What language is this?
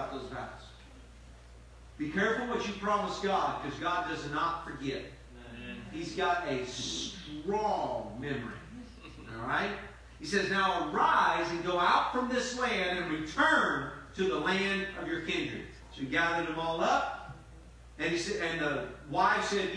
English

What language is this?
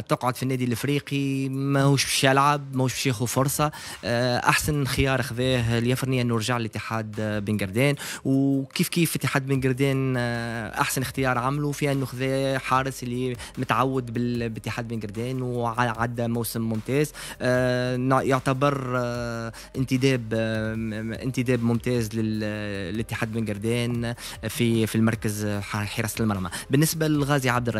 Tunisian Arabic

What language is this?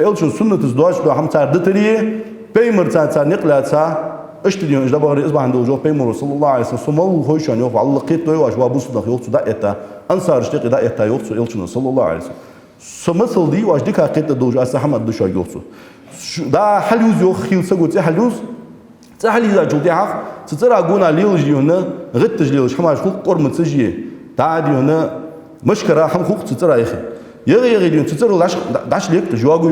Ingush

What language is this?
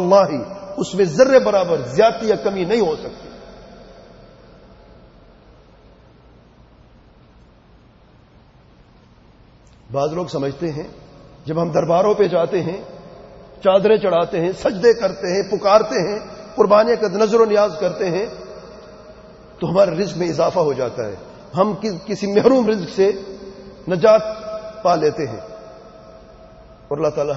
Urdu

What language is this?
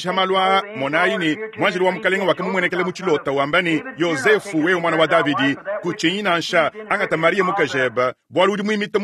Luba-Lulua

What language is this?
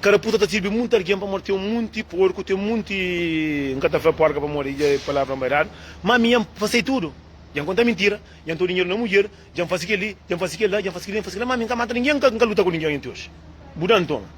Kabuverdianu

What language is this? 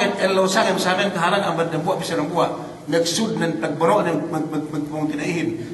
Yakan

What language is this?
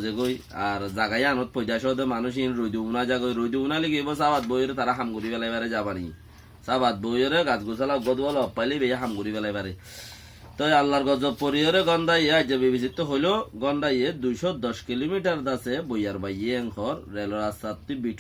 Rohingya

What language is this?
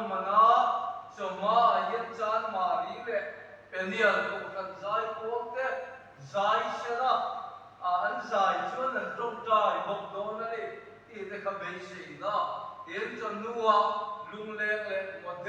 Mizo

